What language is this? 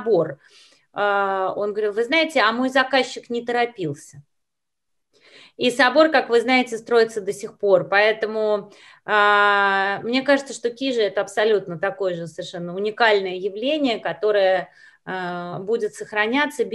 Russian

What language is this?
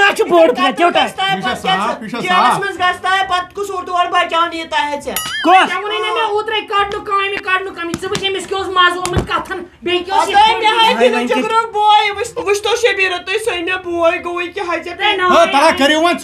Kashmiri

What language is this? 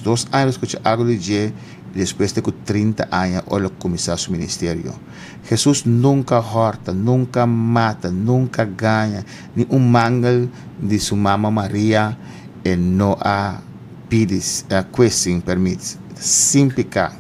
Papiamento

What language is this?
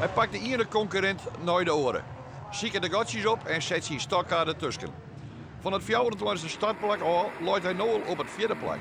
Western Frisian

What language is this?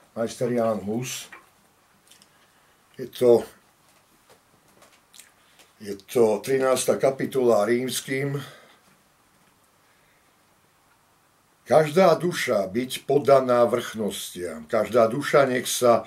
Slovak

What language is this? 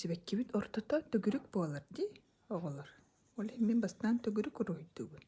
Yakut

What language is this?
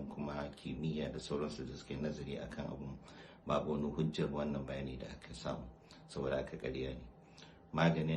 Hausa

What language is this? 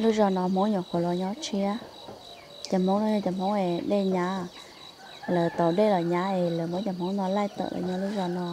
Hmong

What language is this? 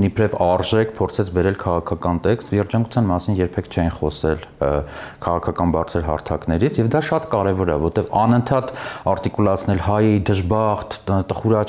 Armenian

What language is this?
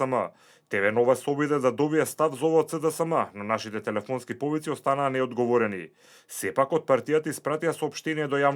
Macedonian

